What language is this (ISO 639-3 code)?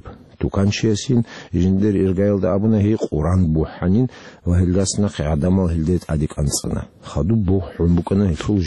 ava